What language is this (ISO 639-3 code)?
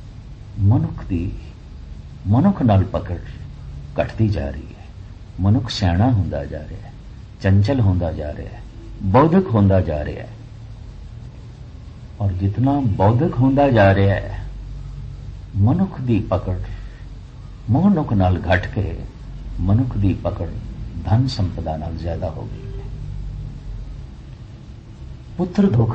pan